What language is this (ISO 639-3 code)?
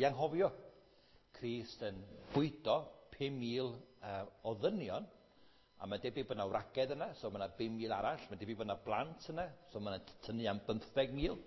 cym